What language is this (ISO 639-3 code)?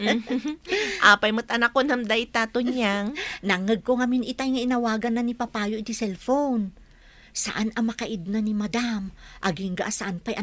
ilo